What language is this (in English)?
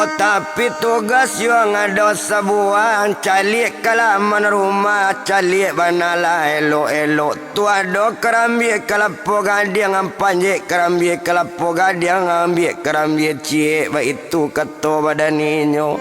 Minangkabau